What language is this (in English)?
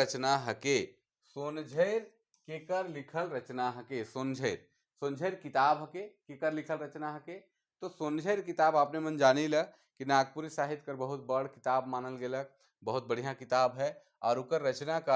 Sadri